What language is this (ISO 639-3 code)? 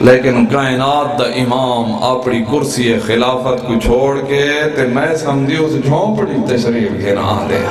skr